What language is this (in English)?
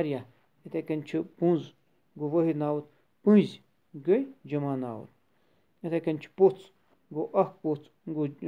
Kashmiri